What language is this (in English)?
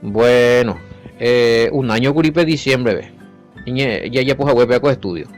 Guarani